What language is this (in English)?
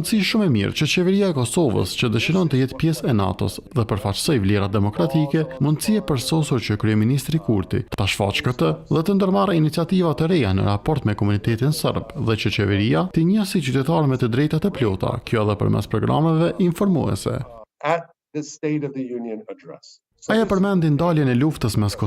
Albanian